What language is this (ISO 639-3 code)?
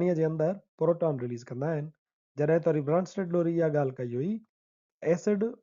snd